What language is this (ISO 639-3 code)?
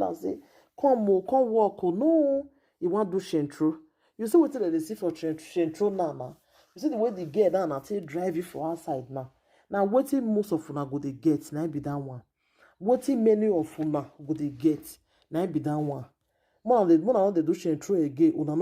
pcm